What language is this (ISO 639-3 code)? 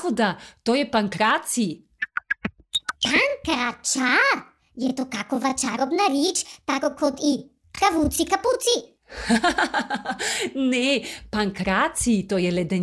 hrv